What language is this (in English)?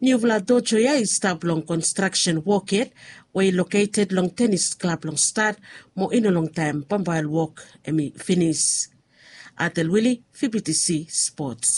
Bislama